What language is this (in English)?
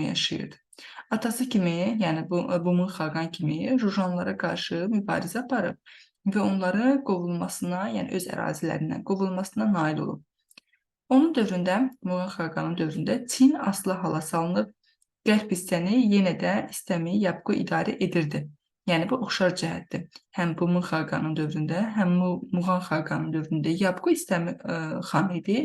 Azerbaijani